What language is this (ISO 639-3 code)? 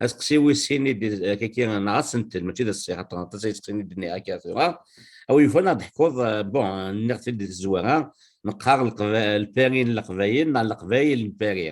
kab